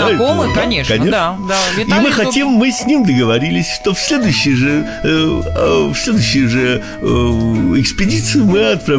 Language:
Russian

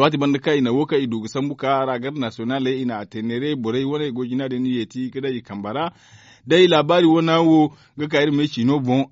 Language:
Zarma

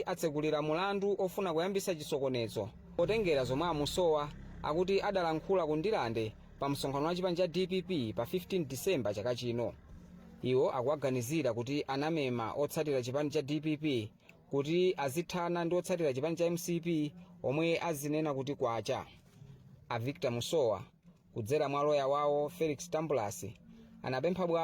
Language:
Nyanja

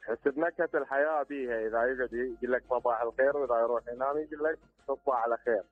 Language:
Mesopotamian Arabic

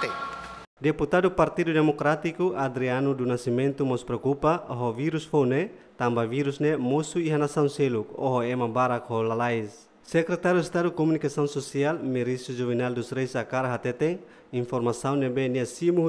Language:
Tetum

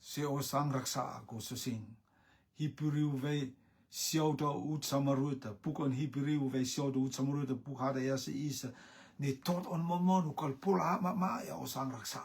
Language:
Rotuman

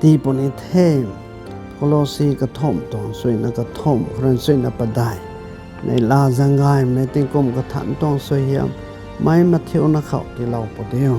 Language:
Rongmei Naga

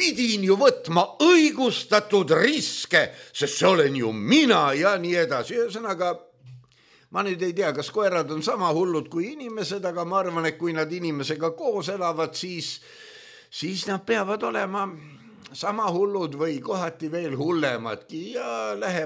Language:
Estonian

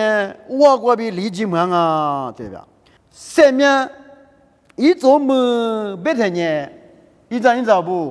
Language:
Lisu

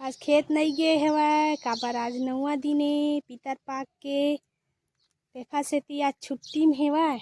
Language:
Chhattisgarhi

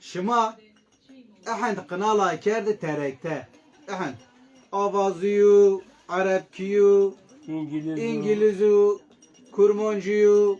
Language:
Zaza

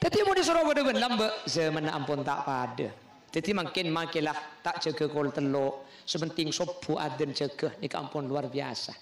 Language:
Madurese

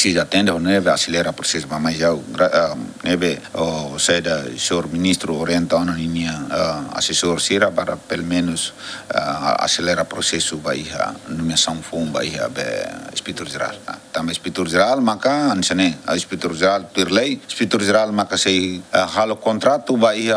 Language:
Tetum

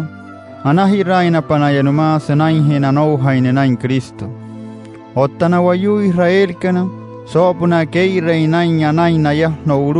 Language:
Wayuu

